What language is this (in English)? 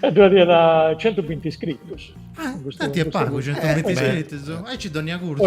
Sardinian